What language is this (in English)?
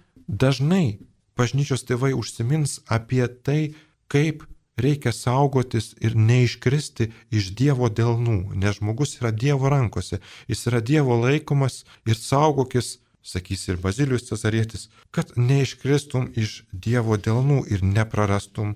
Lithuanian